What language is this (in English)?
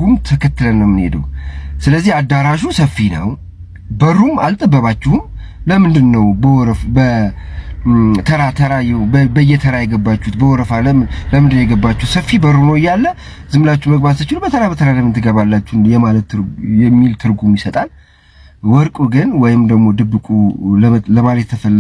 Amharic